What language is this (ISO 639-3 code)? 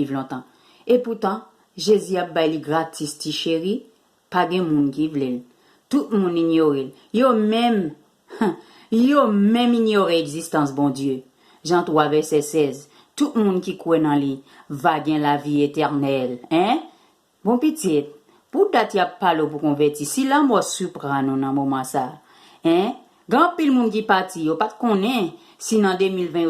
hat